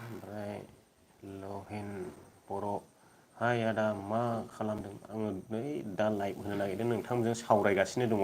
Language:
Bodo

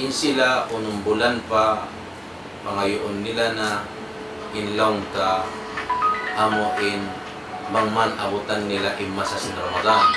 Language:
Tausug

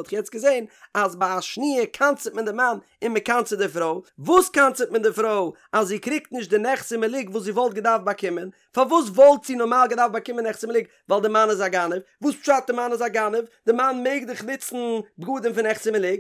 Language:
Yiddish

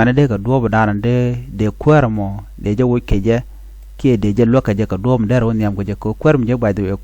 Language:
Nuer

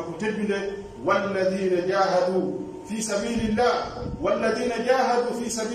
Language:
Pular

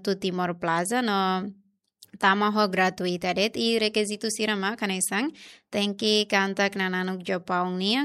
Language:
Tetum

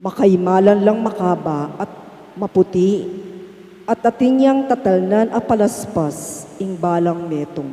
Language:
Pampanga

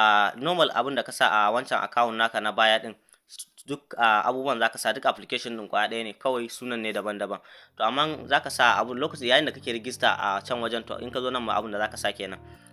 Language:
Hausa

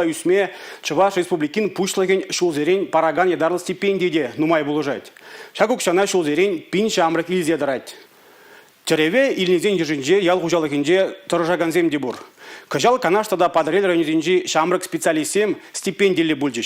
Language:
Chuvash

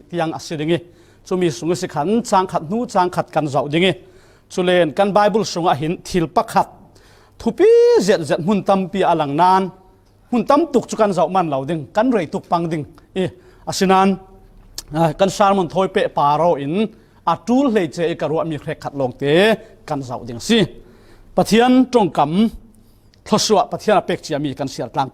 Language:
Falam Chin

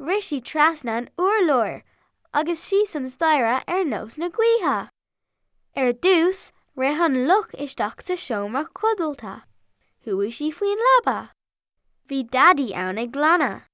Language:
Irish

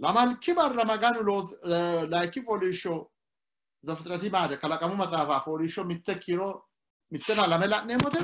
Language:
Sidamo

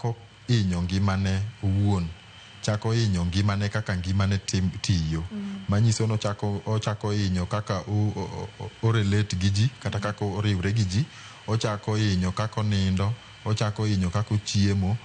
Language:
Luo (Kenya and Tanzania)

